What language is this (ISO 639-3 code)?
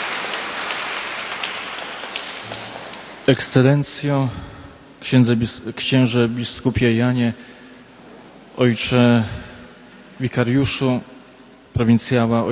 pol